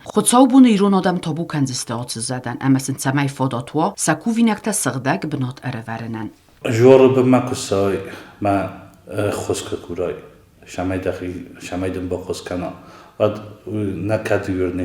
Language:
Ossetic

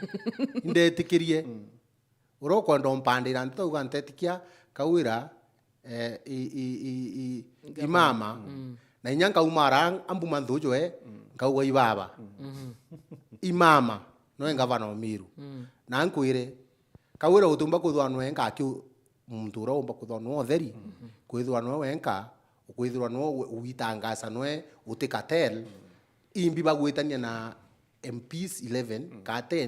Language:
Meru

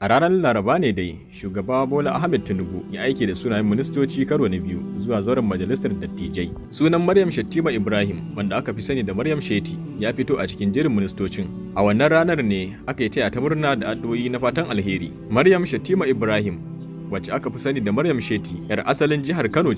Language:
Hausa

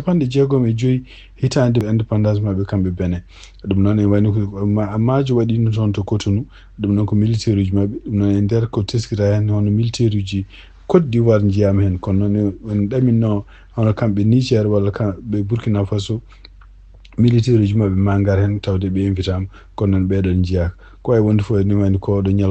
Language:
Fula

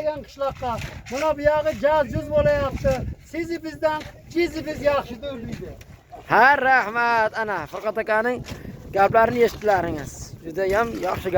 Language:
Uzbek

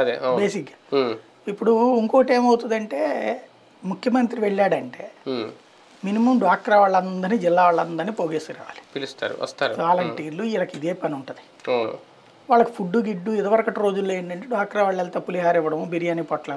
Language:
Telugu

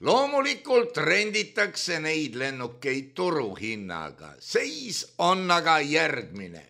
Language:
Estonian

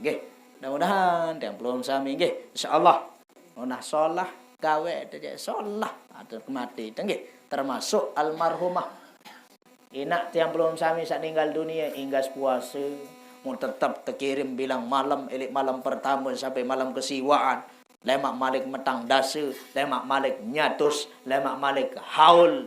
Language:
Sasak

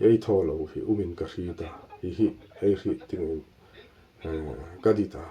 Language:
Hmar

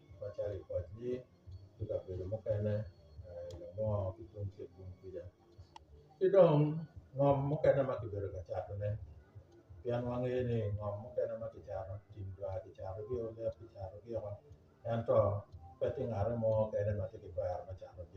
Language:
Acoli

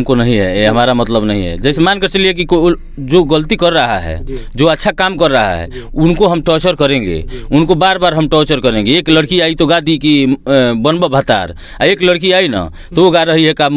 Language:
Bhojpuri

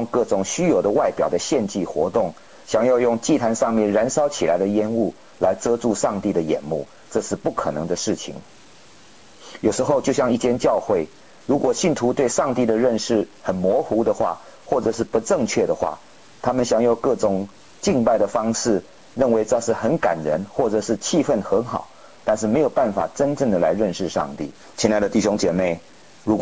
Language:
Chinese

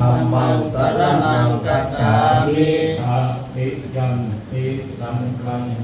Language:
Pali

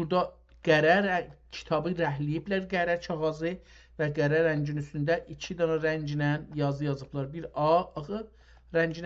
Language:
South Azerbaijani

